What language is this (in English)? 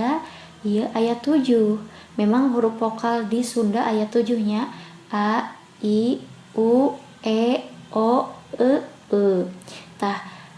Sundanese